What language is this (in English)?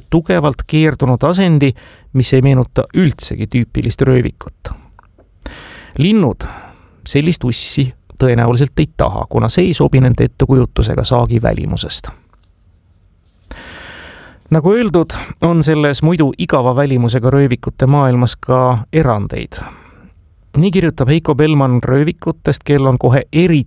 Estonian